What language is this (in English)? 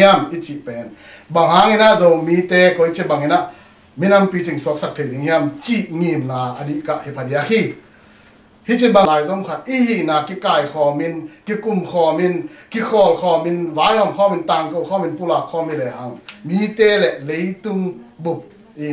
Tedim Chin